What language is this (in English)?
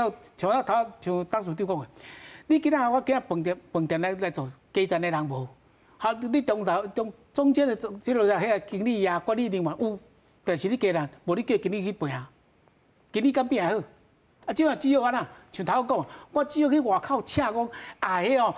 Min Nan Chinese